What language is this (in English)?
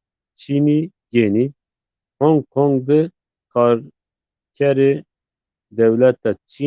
Zaza